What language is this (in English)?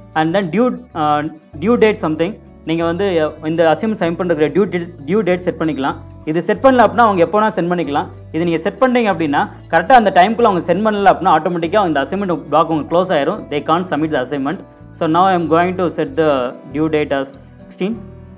Tamil